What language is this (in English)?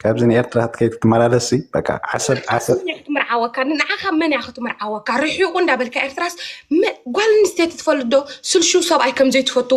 Tigrinya